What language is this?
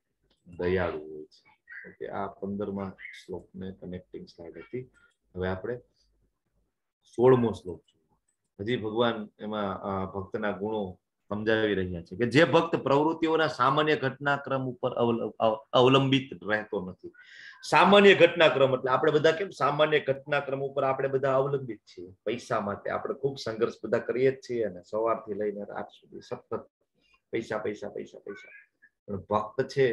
Gujarati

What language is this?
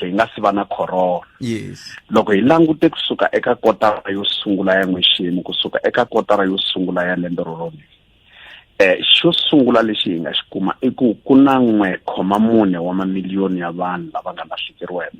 Tsonga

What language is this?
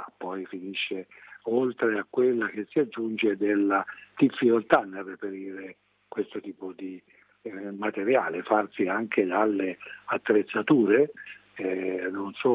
Italian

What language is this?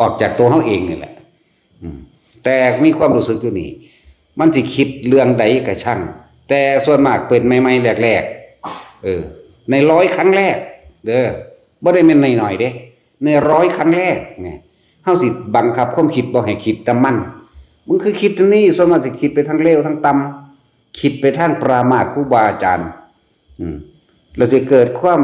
Northeastern Thai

